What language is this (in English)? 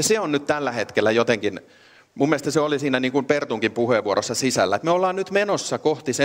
Finnish